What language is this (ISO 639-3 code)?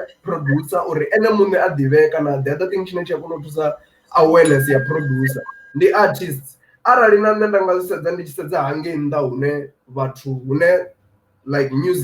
ven